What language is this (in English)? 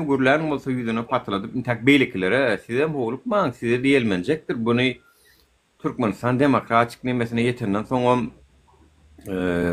Turkmen